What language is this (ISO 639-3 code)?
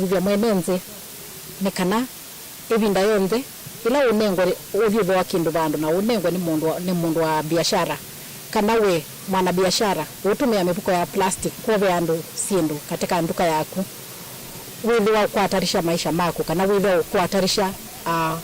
kam